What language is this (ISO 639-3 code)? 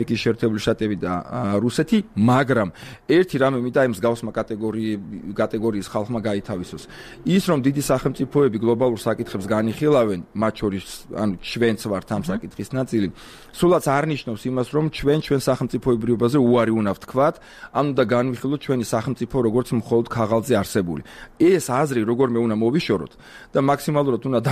kat